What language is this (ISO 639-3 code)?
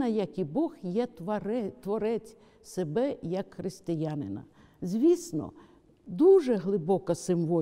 ukr